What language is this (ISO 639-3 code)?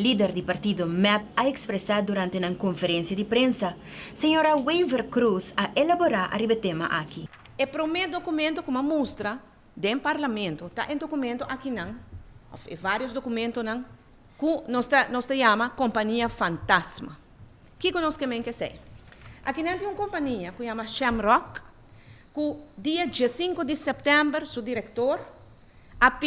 pap